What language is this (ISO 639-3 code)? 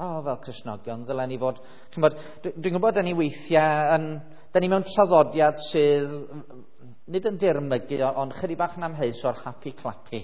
cym